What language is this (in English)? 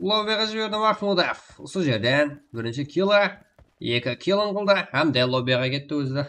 Kara-Kalpak